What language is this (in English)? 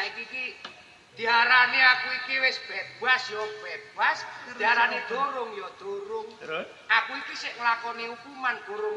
Javanese